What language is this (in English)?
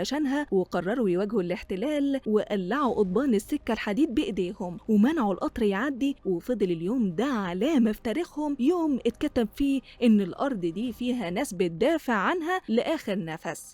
Egyptian Arabic